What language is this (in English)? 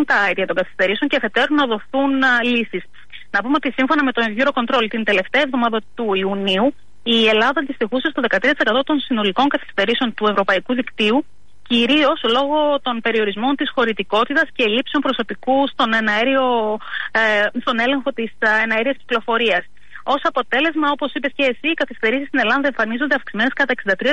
Greek